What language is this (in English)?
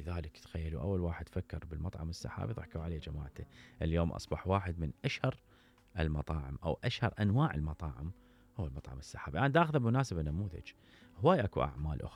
Mesopotamian Arabic